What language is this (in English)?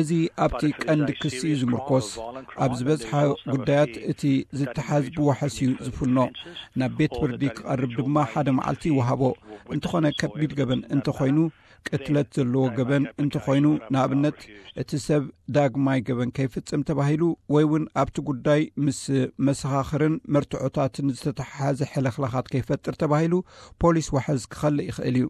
Tigrinya